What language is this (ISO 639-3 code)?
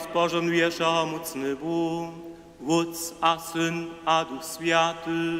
hsb